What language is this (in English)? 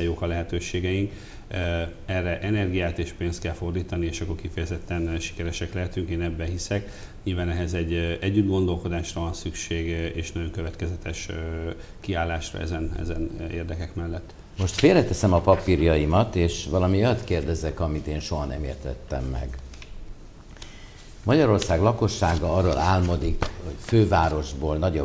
Hungarian